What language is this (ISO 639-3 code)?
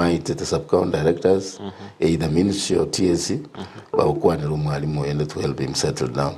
guz